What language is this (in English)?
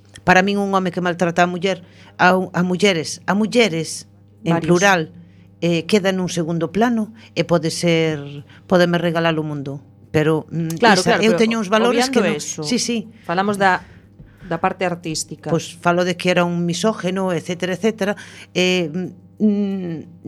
Galician